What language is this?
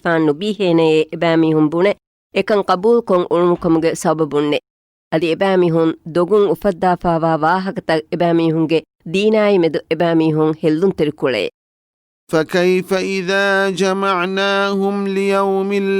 Divehi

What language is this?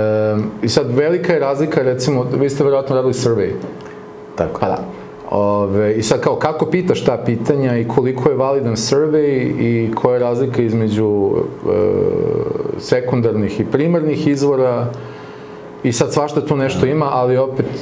Serbian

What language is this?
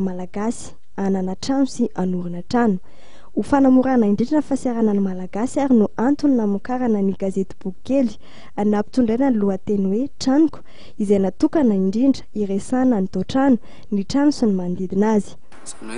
Malagasy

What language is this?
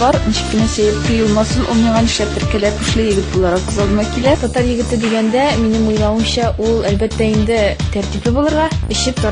Tatar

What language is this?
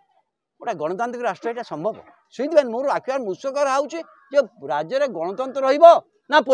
Odia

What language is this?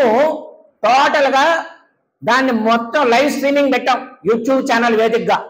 Telugu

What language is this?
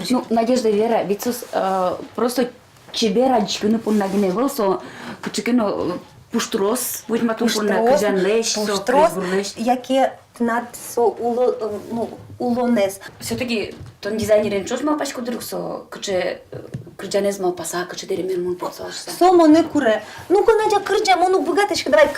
Udmurt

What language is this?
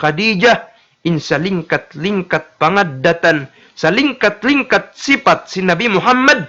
Tausug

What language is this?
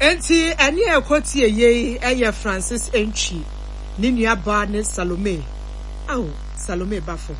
Akan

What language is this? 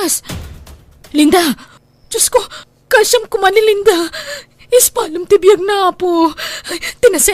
Iloko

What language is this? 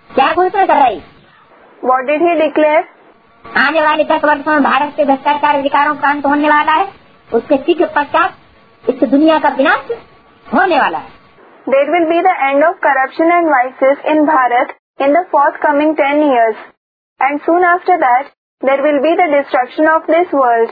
Hindi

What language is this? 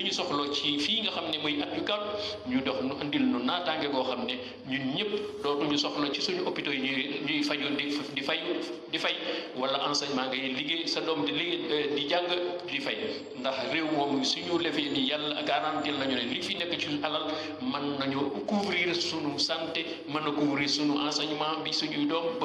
Wolof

